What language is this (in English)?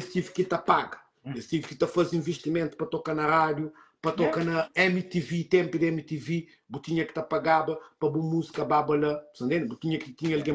Kabuverdianu